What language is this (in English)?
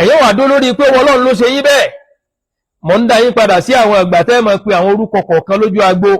Yoruba